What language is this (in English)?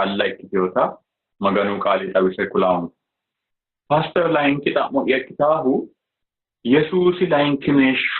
Sidamo